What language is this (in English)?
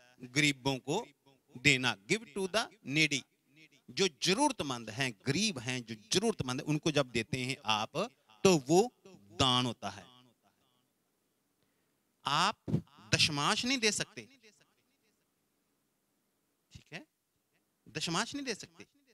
Hindi